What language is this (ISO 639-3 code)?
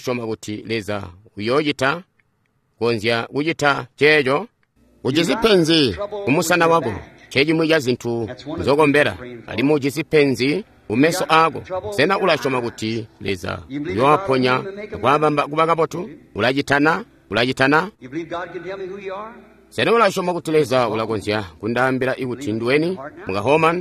toi